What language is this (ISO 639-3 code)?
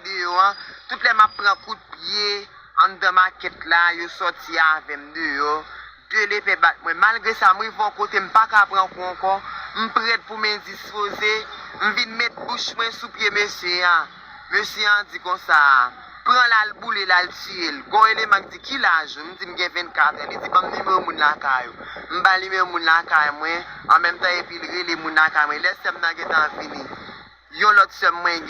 hat